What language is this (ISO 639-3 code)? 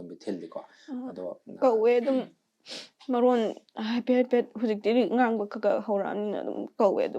mni